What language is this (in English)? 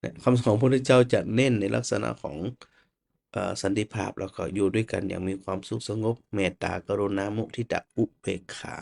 Northern Thai